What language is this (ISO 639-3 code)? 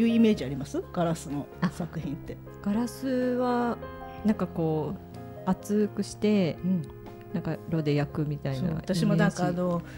jpn